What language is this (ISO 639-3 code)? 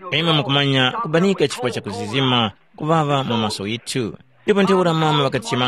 tum